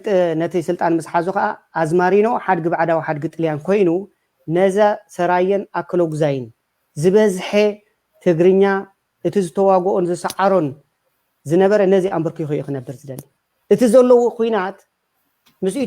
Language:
Tigrinya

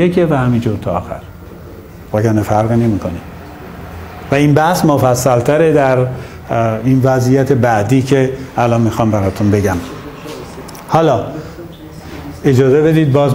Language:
Persian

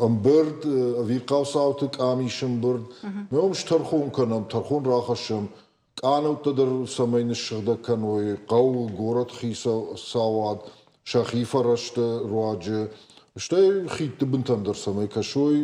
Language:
Ossetic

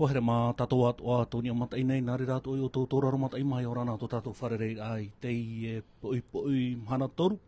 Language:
Tahitian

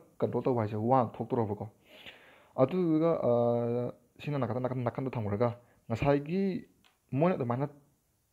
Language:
Manipuri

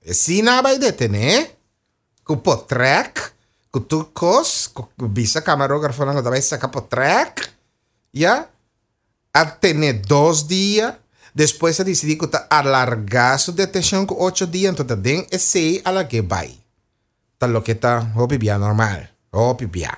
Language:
Papiamento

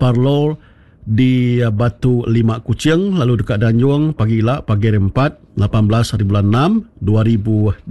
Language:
Iban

